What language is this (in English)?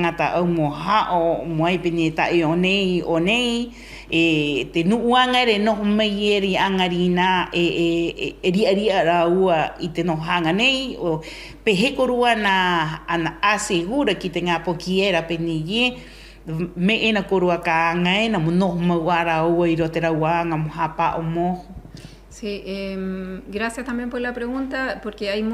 Rapanui